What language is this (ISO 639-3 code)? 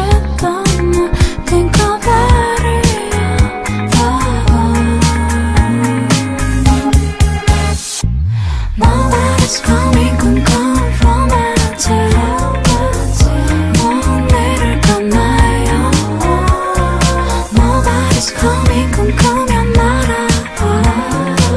kor